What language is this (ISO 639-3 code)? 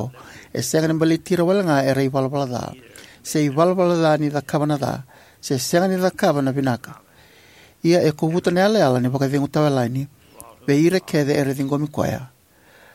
fij